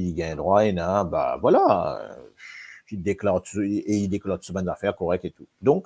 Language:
Morisyen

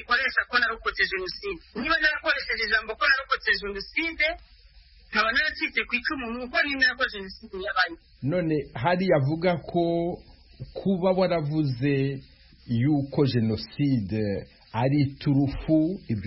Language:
Kinyarwanda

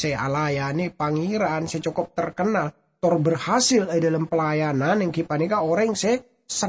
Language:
Madurese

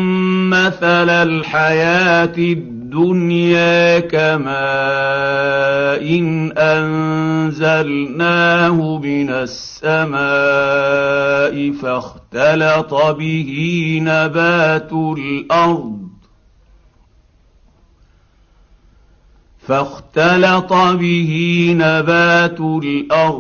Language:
Arabic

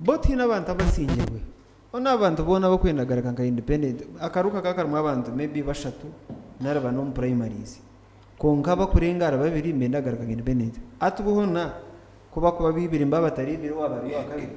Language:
Nyankole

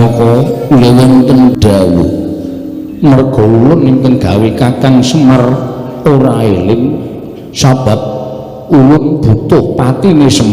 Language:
Javanese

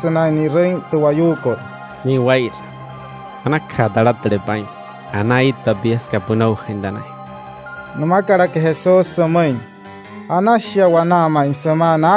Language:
Wayuu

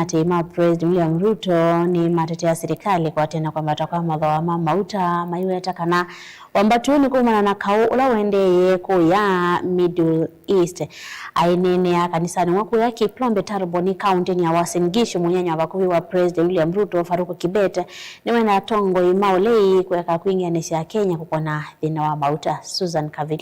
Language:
Kamba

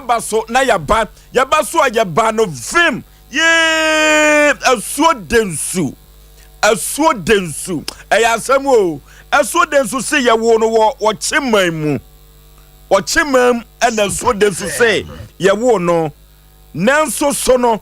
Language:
Akan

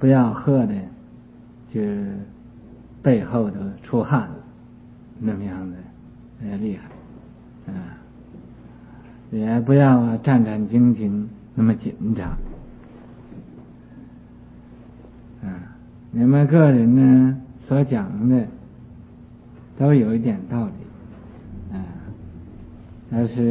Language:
Chinese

